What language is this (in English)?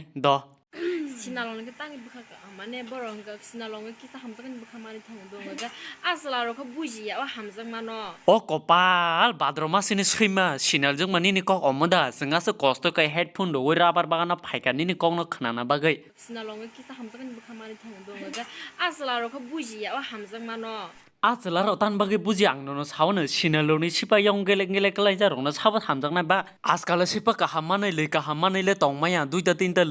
Kok Borok